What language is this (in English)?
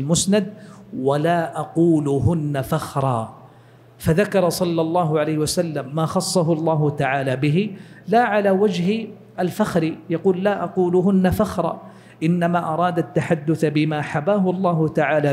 Arabic